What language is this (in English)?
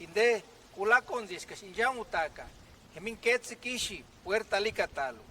Purepecha